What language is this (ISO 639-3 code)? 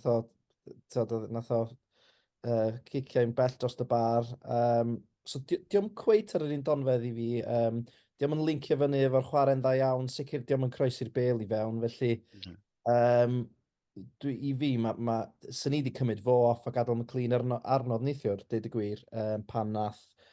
cym